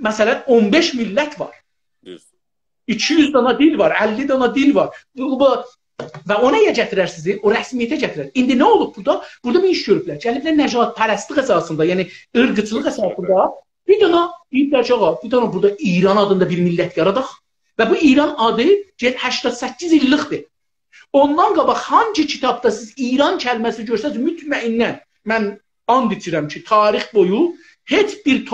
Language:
South Azerbaijani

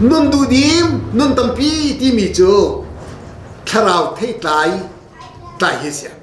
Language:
Hakha Chin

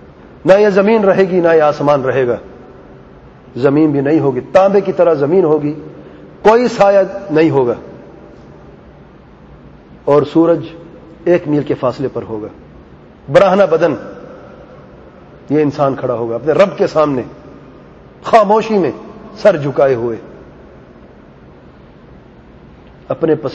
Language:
Urdu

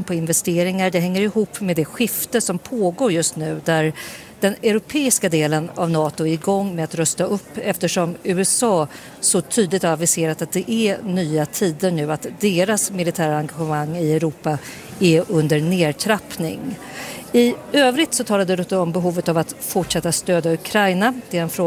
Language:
Swedish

